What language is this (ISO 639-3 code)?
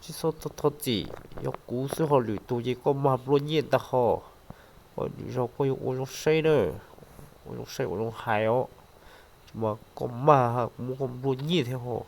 hmn